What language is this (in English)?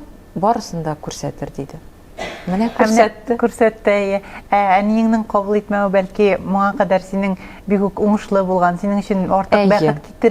Tatar